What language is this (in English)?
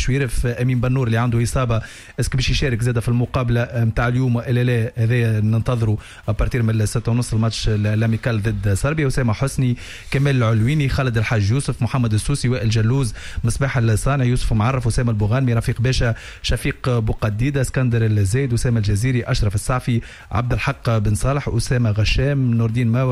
Tunisian Arabic